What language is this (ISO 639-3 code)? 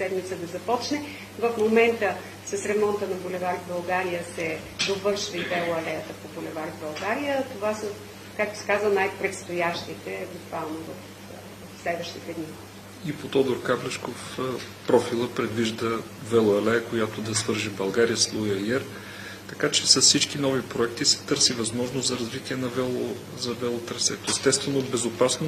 bul